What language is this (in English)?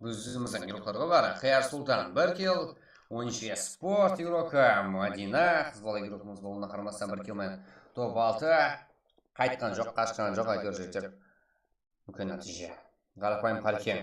Kara-Kalpak